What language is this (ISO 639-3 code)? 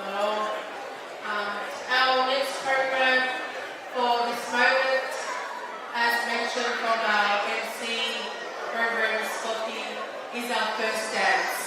ton